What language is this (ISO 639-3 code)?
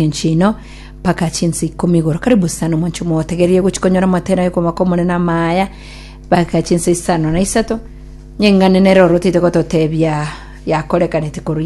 guz